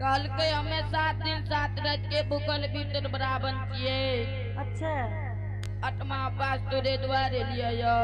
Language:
Angika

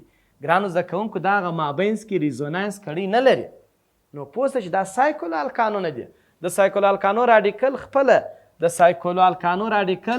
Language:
Pashto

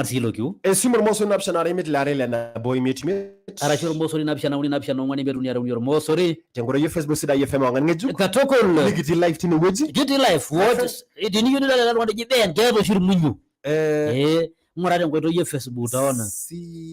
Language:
Masai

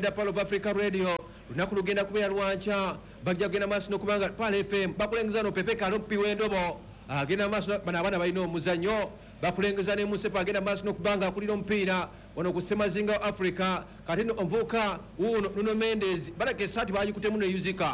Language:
Ganda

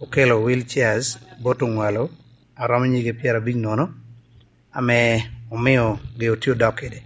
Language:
Lango (Uganda)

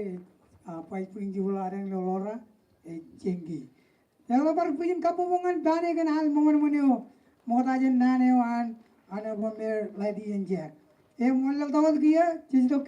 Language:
Marshallese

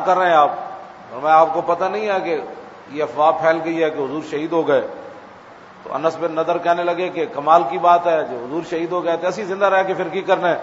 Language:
Western Panjabi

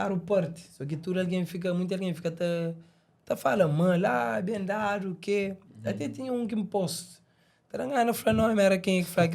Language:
Kabuverdianu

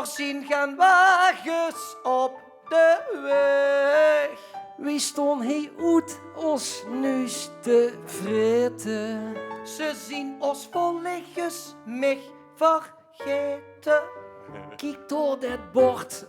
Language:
Limburgish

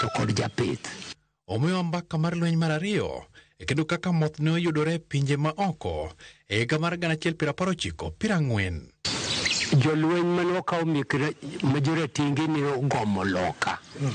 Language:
Luo (Kenya and Tanzania)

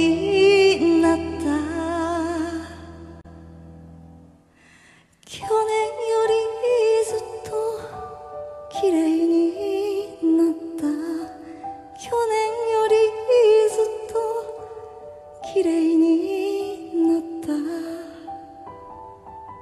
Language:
Japanese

